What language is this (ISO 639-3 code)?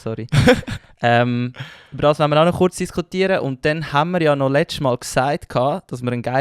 gsw